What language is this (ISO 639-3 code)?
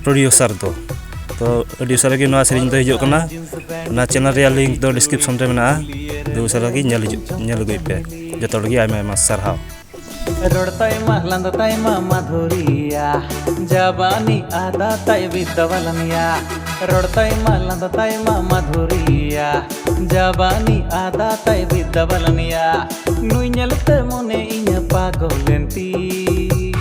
sat